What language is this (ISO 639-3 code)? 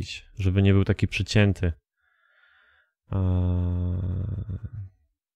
pol